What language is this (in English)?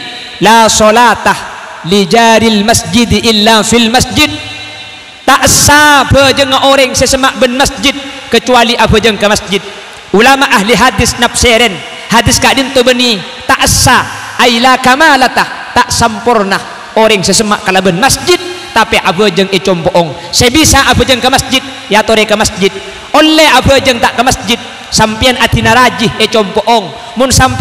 Madurese